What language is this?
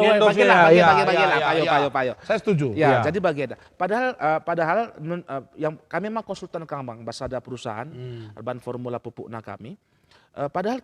Batak Karo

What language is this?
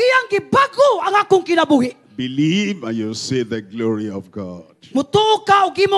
Cebuano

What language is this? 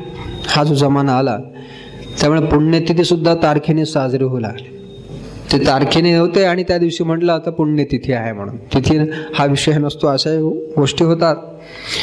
Marathi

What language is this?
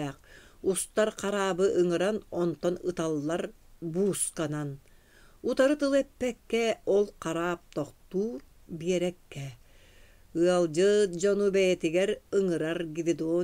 Yakut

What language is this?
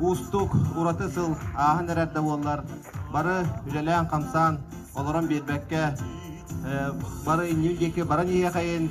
Yakut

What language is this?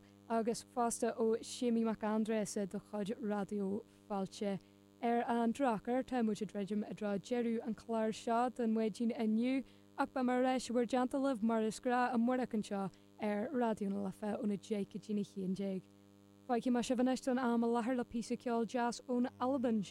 Irish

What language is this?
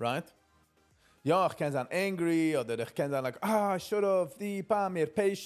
Yiddish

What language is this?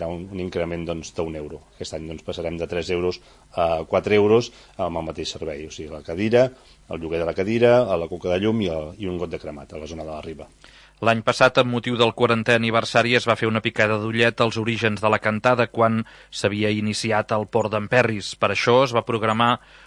Catalan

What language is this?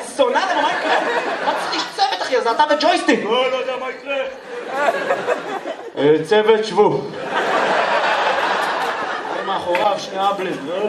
Hebrew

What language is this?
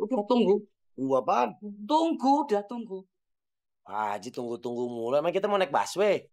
Betawi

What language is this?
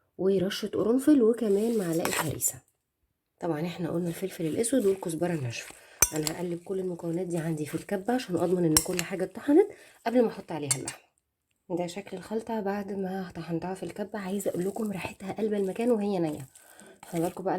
Egyptian Arabic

